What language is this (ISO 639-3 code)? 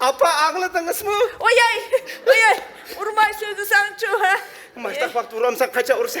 uig